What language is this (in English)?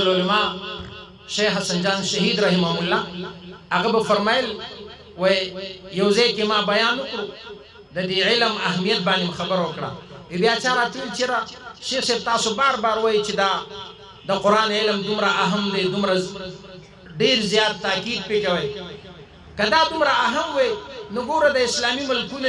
Pashto